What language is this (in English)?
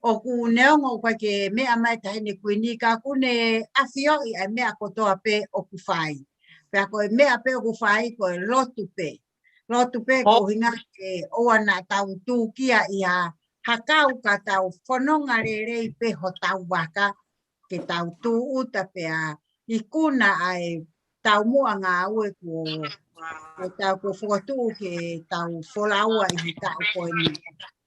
Tongan